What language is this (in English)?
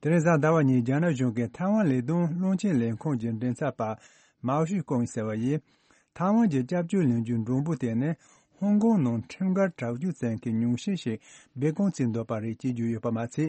Tibetan